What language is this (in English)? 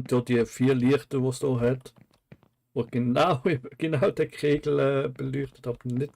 Swiss German